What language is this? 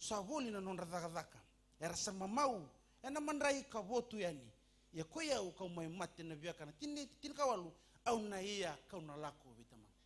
Fijian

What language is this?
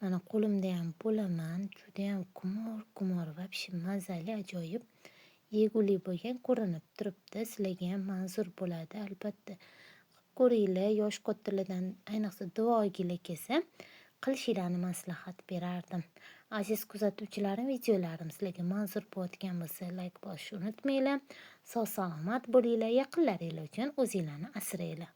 Uzbek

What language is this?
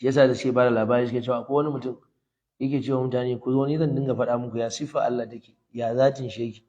Hausa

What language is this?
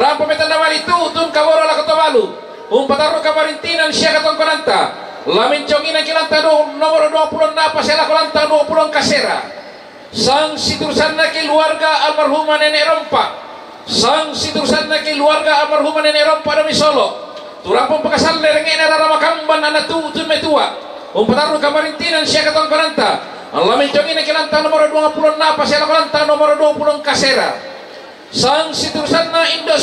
Toraja-Sa'dan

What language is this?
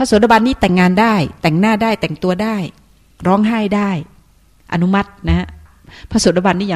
Thai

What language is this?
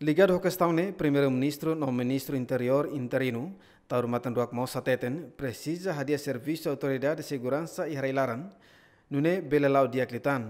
Tetum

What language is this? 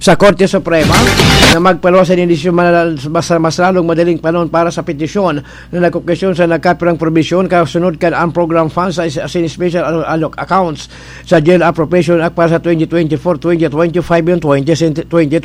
Bikol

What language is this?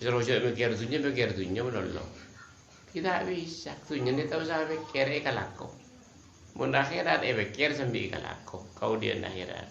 Madurese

